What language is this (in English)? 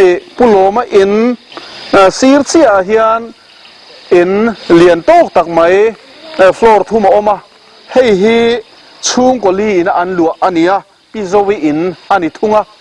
Mizo